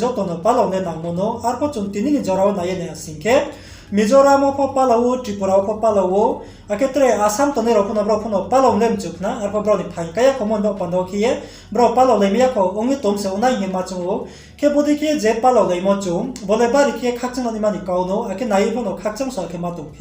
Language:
Riang (India)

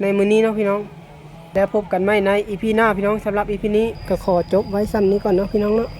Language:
Lao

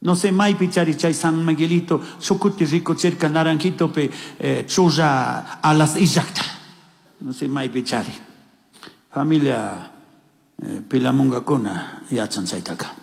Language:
Chimborazo Highland Quichua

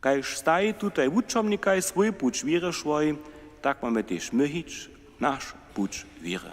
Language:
Upper Sorbian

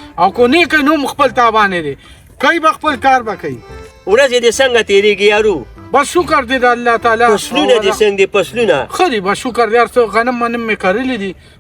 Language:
Pashto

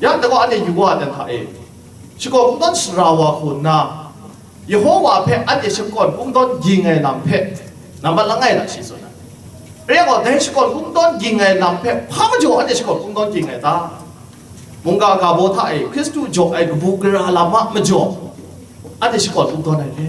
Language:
Kachin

